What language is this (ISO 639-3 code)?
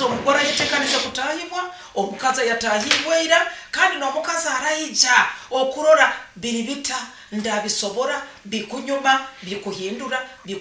nyo